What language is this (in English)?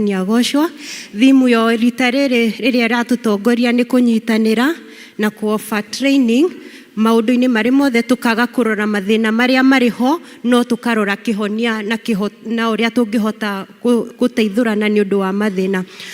Kikuyu